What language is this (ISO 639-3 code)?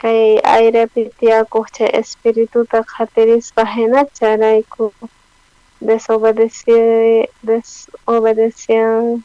quh